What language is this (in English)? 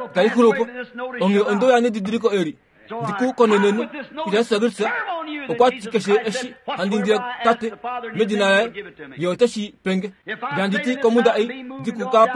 Kuanyama